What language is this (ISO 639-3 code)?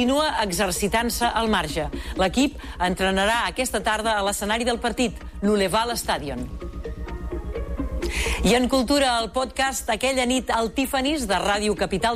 cat